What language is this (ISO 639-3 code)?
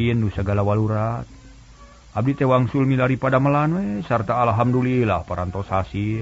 sun